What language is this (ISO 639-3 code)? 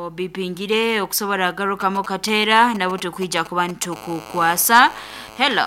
nyn